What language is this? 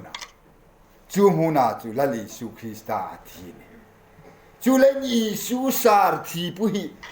Hmar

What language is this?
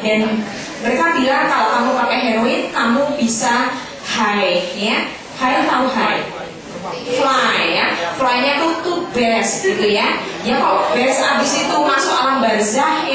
Indonesian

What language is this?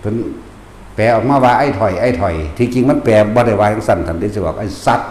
Northeastern Thai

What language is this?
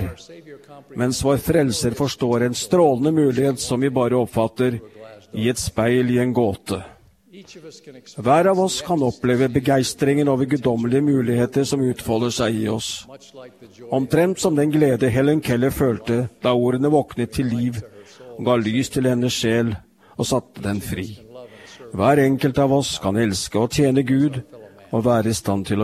Norwegian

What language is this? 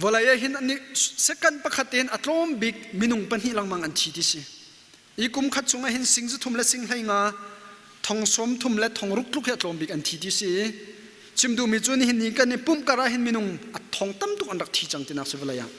Hakha Chin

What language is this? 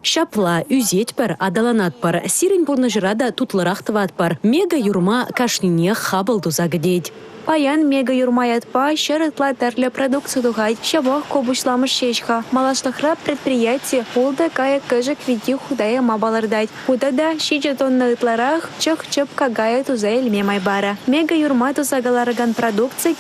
Chuvash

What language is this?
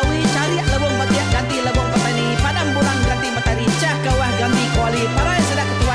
Iban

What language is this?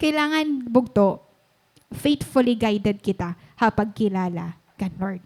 Waray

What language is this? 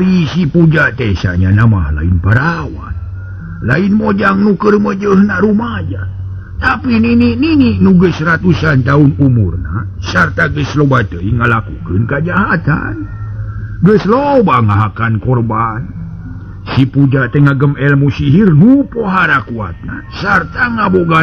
Sundanese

